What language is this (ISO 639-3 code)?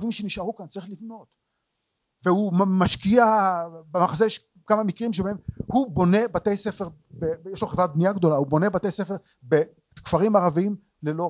heb